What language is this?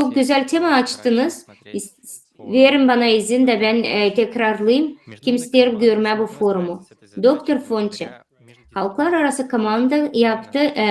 Gagauz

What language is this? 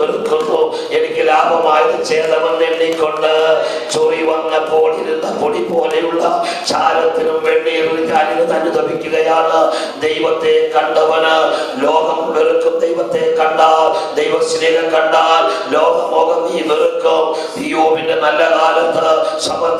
Malayalam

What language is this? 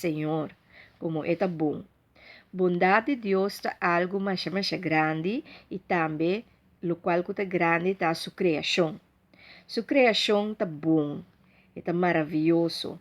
Papiamento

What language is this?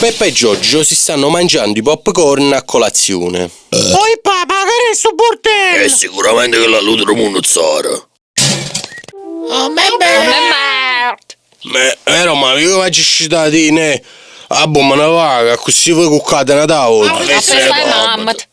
Neapolitan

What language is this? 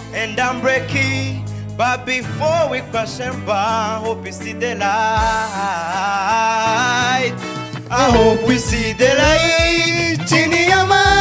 Kinyarwanda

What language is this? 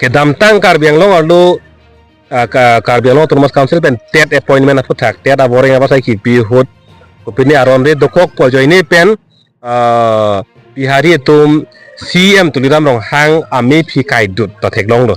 Karbi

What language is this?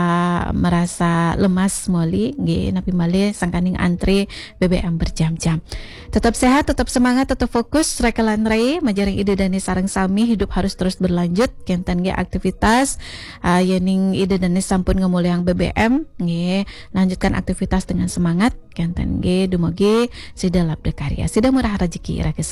Balinese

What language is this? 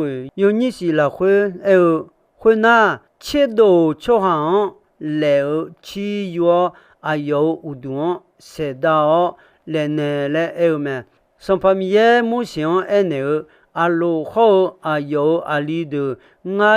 Akha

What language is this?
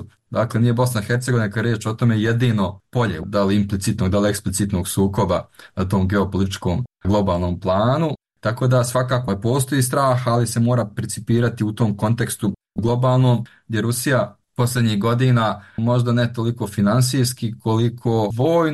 Bosnian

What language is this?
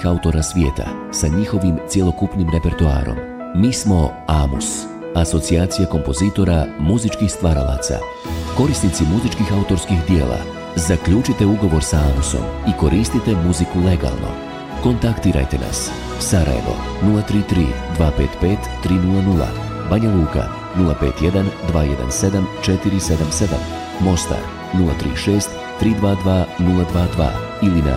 Bosnian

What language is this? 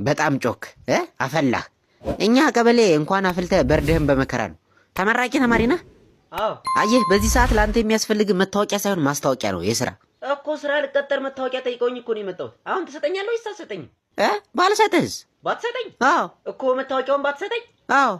Amharic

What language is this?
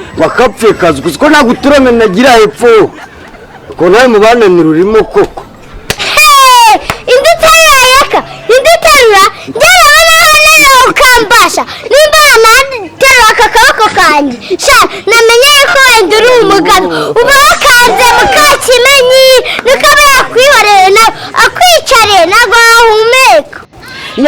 Kinyarwanda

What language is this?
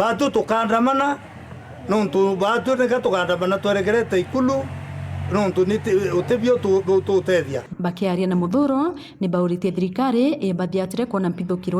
Meru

